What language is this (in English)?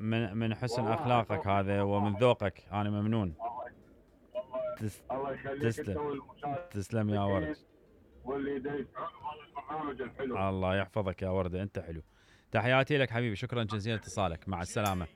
Mesopotamian Arabic